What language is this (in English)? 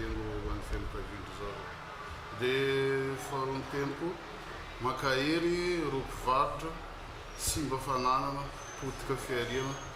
Malagasy